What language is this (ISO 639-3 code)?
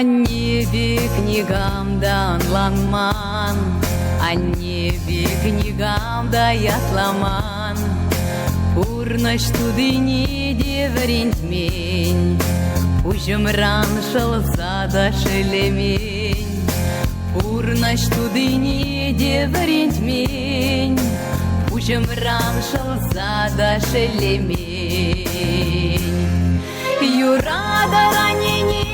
chv